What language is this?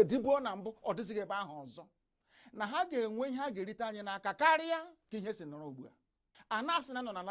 Igbo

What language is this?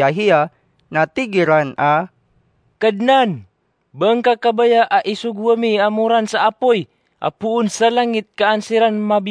Maranao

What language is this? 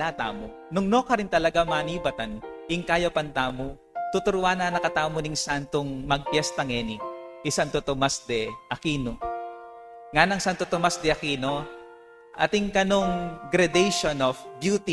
Pampanga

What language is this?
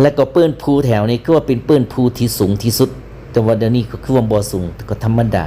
Lao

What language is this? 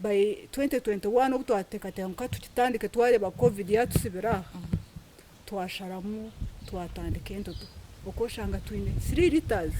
Nyankole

